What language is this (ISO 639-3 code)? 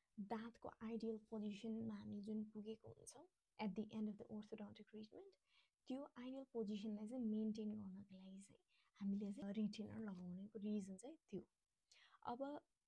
nep